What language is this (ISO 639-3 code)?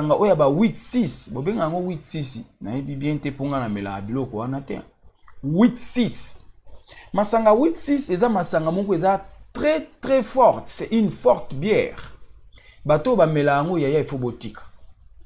lin